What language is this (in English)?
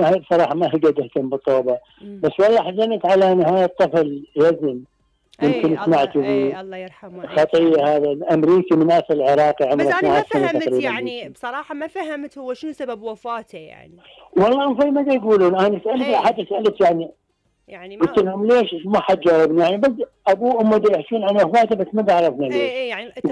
Mesopotamian Arabic